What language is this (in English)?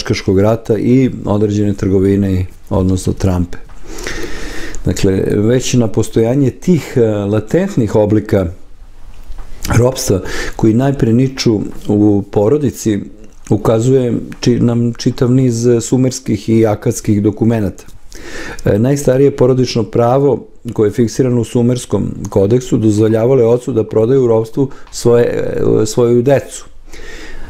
Serbian